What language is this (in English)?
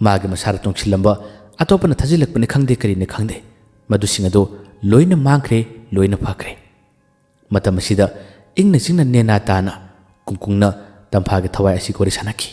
Manipuri